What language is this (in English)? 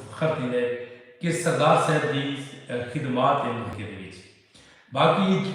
Saraiki